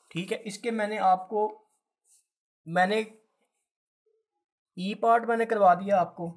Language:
Hindi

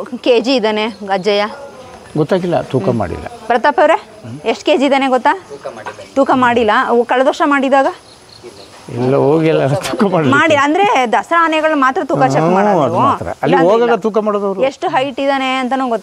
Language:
Kannada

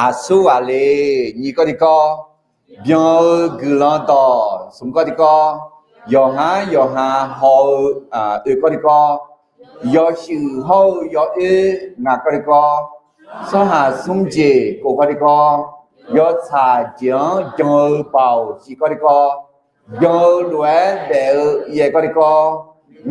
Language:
Akha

